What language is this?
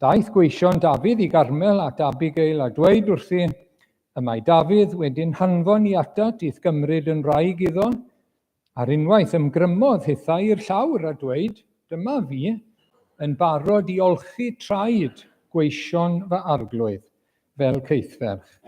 Welsh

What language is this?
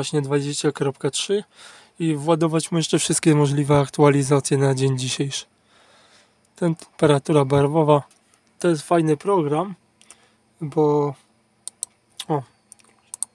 Polish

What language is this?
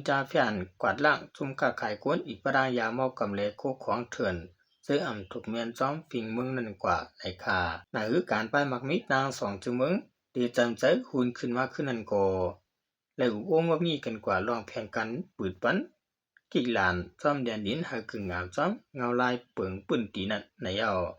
Shan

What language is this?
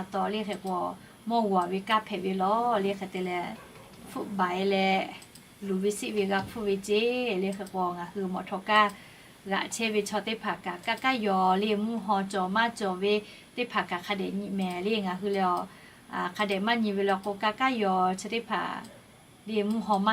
Lahu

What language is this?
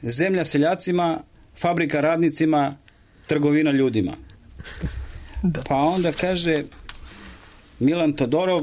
Serbian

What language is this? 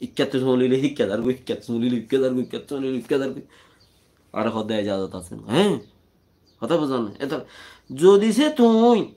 Rohingya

